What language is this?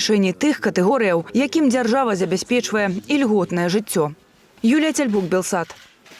Belarusian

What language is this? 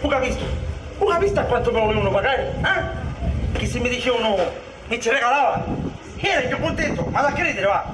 Sicilian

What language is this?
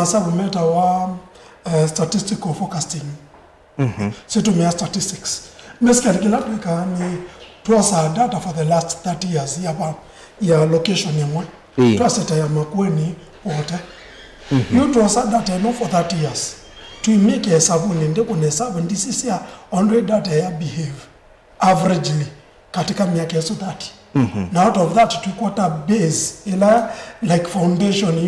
Kamba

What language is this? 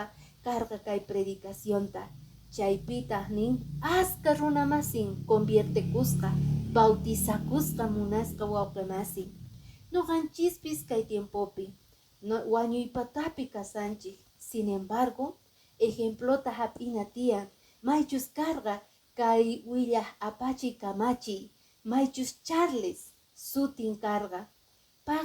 Quechua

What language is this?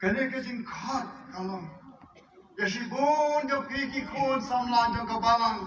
Khasi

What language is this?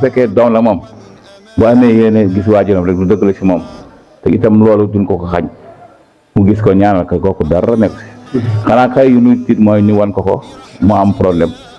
Wolof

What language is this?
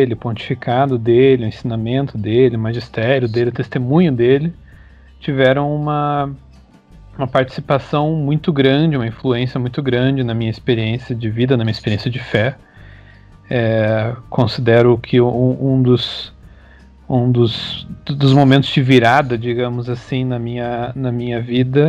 Portuguese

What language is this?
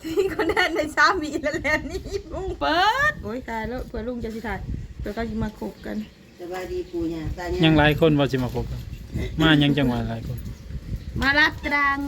Northeastern Thai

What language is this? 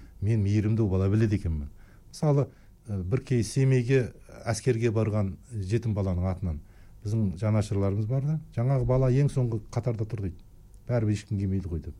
Kazakh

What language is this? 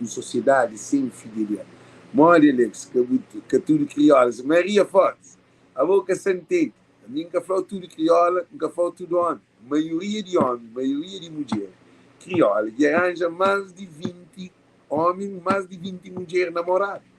Kabuverdianu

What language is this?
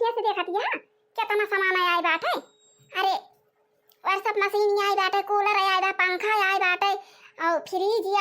Awadhi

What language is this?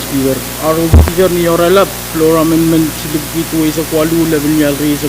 Pohnpeian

